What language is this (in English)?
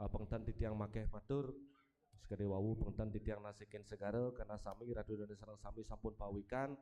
Balinese